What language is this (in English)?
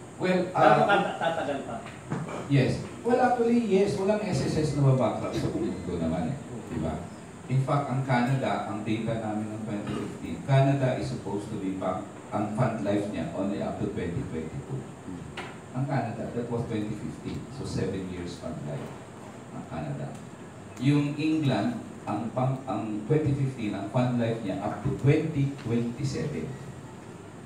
Filipino